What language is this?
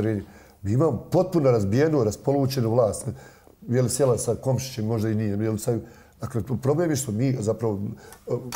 Bosnian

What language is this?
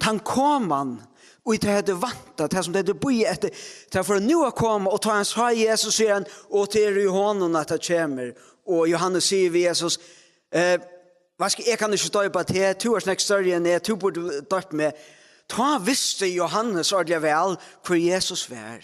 Faroese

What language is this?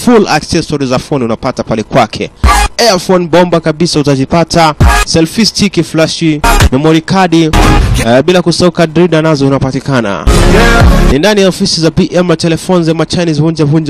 Swahili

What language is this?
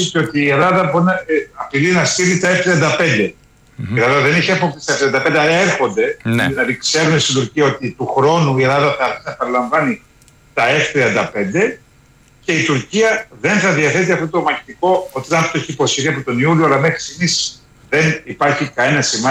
Greek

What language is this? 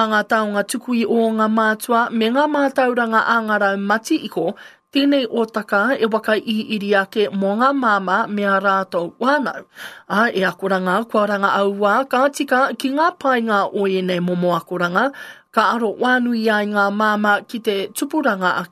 Māori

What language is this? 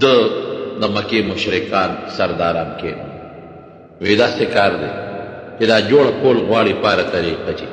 Pashto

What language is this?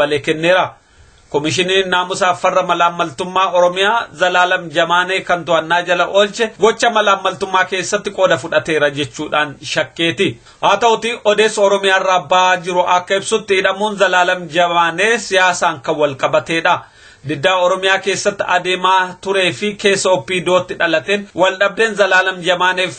Oromo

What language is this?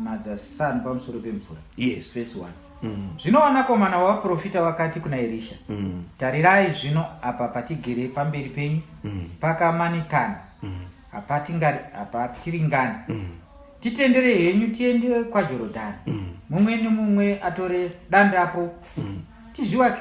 Shona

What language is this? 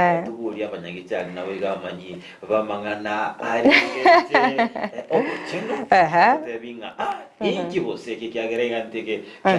Gusii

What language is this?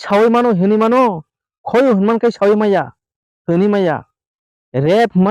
Kok Borok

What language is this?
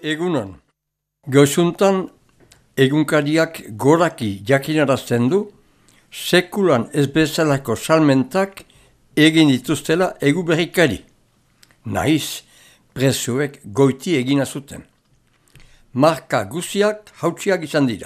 Basque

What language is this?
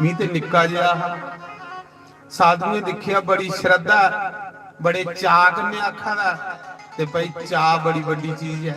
Dogri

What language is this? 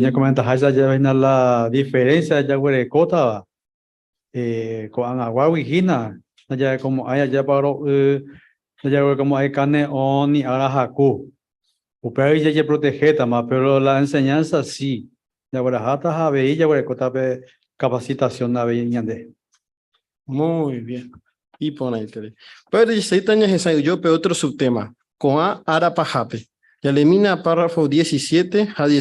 Guarani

